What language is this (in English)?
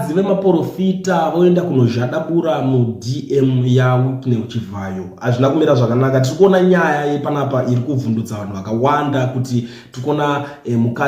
Shona